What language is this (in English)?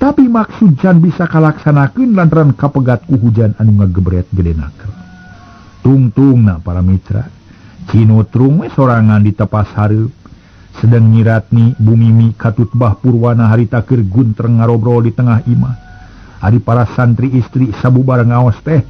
Sundanese